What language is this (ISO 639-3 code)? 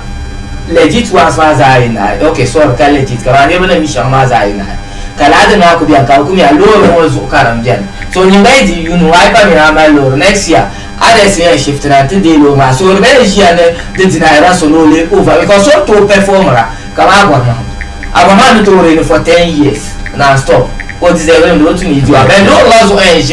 dag